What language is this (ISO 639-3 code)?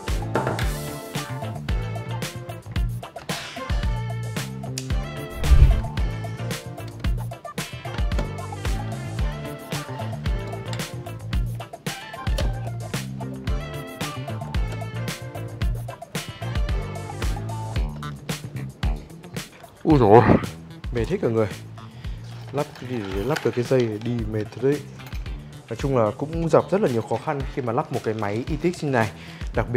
vie